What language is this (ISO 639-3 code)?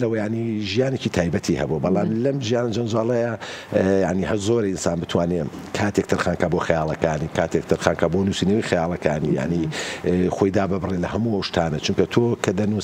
ckb